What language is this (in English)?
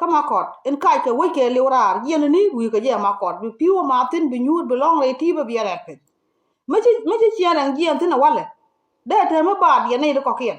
Nuer